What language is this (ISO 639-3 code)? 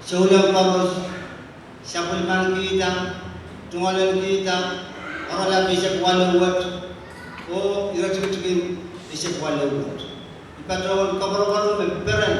pon